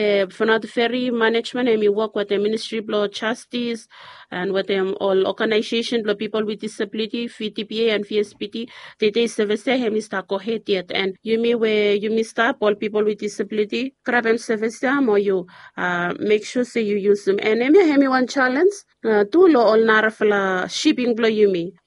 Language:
Bislama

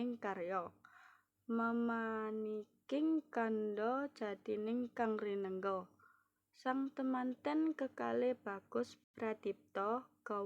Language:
Javanese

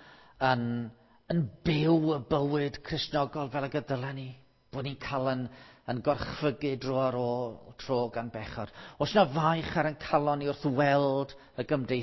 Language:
Welsh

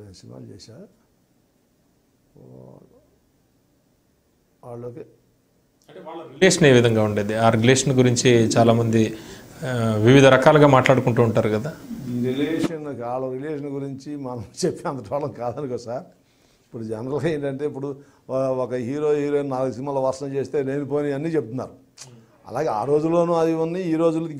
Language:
Telugu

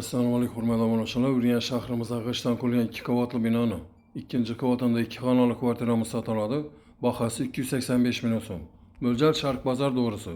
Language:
Uzbek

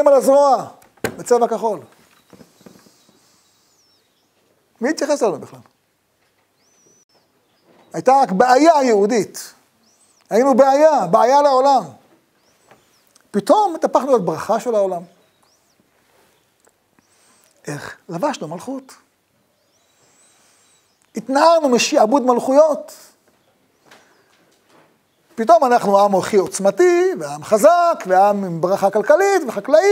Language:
Hebrew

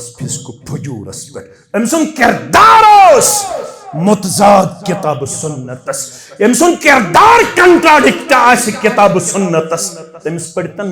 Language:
Kashmiri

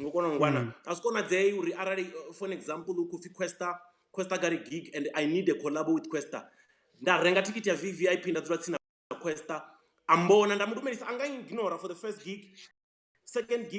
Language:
Venda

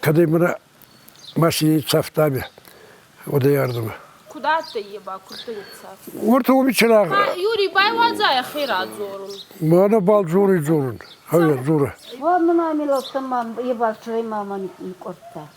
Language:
Ossetic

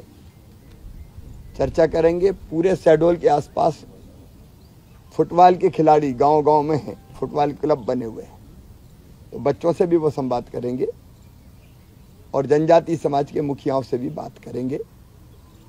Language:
Hindi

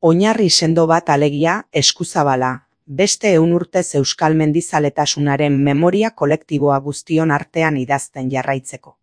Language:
Basque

